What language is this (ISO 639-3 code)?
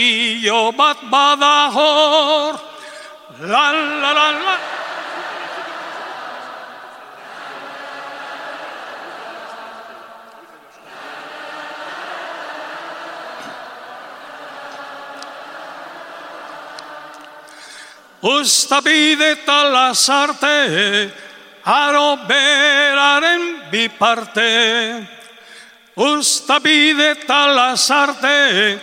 eus